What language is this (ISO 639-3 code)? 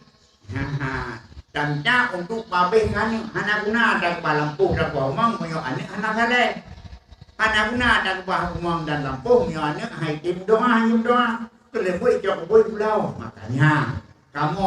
ace